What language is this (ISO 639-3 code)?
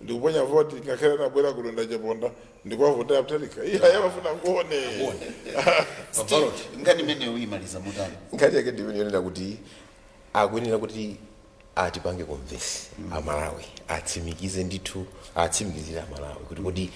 nya